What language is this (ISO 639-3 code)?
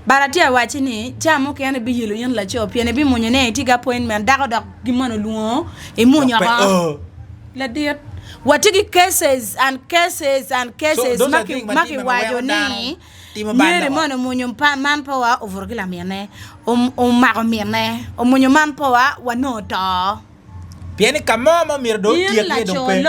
ach